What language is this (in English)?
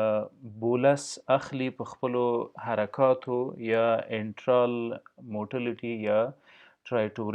Pashto